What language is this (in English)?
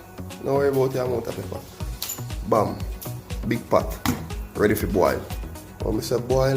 Jamaican Creole English